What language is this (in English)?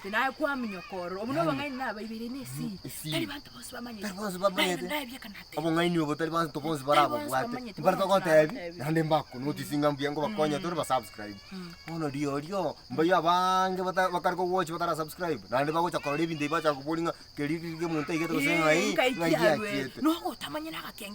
Gusii